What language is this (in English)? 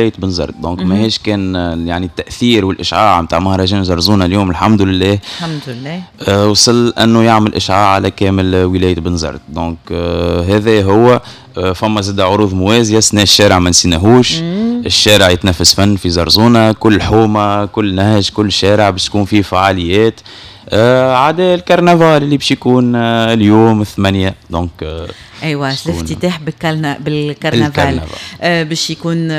Tunisian Arabic